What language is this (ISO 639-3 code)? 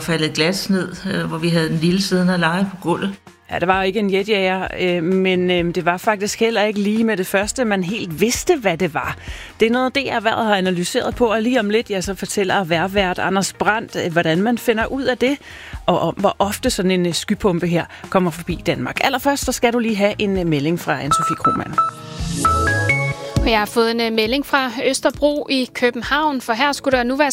dan